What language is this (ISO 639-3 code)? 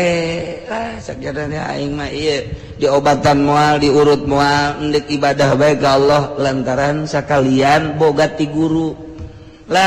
sun